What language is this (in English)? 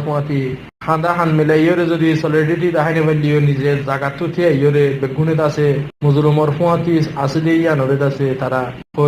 Rohingya